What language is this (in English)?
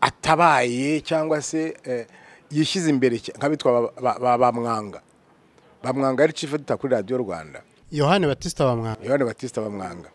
Kinyarwanda